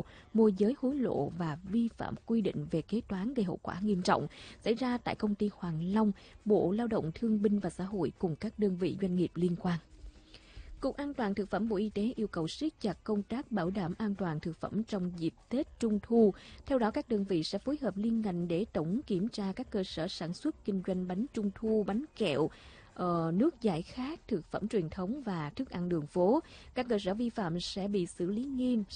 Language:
Vietnamese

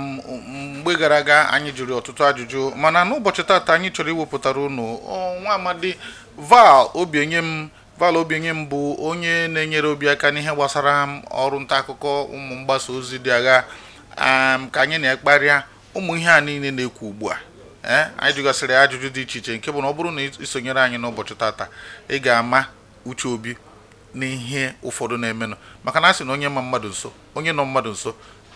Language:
Igbo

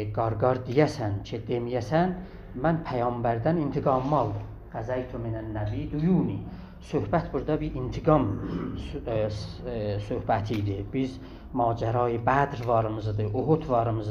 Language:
South Azerbaijani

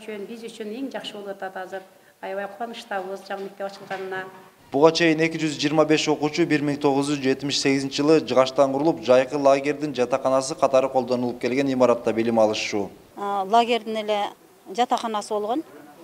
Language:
Kyrgyz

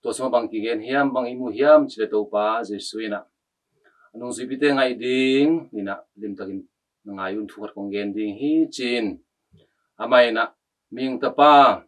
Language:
Tedim Chin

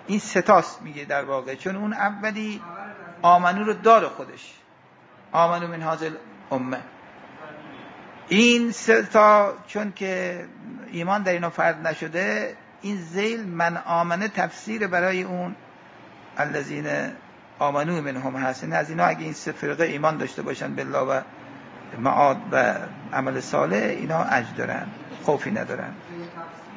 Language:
Persian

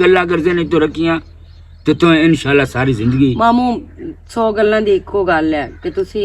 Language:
Western Panjabi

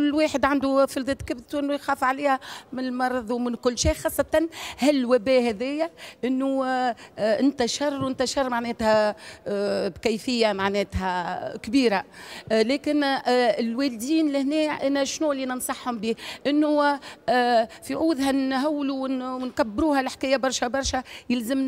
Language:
Tunisian Arabic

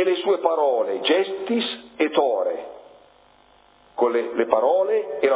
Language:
Italian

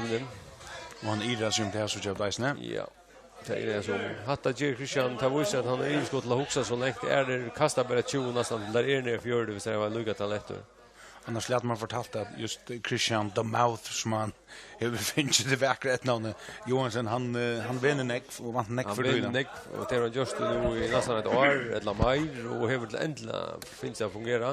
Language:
Faroese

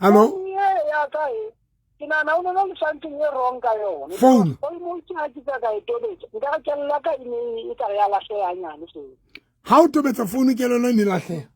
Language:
Southern Sotho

